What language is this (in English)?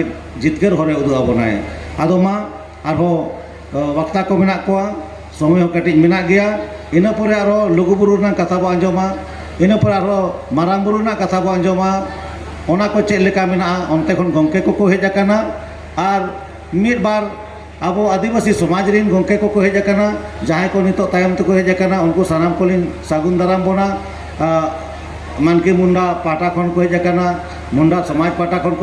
Santali